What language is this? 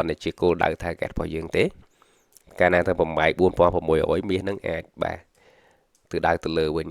Khmer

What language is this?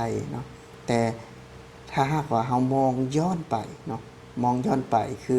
Lao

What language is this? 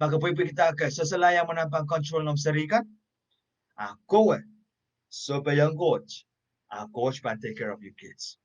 Pohnpeian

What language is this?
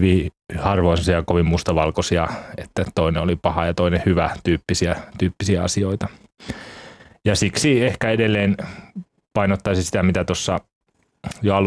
Finnish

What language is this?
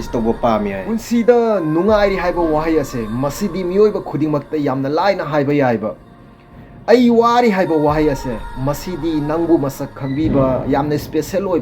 Manipuri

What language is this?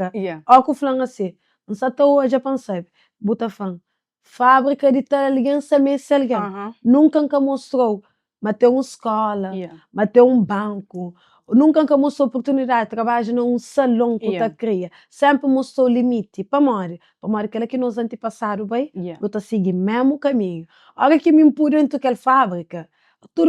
Kabuverdianu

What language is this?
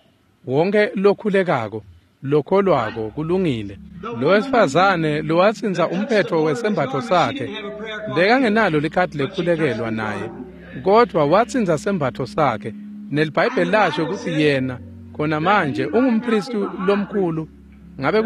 Swati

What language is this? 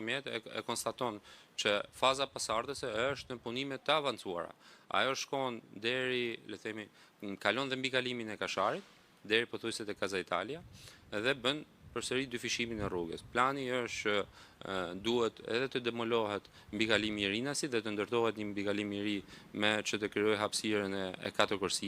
Albanian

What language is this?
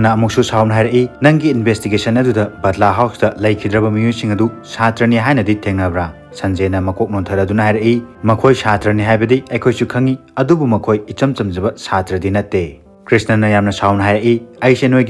Manipuri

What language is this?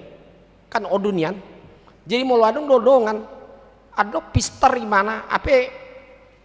Batak Toba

